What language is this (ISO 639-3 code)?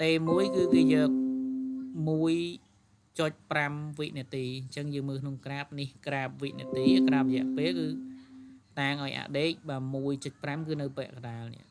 khm